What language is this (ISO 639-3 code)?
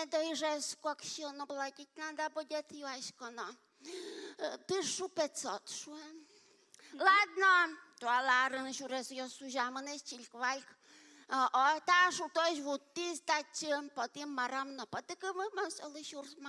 udm